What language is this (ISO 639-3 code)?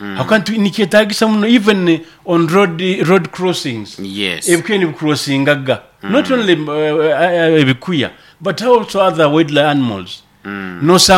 nyo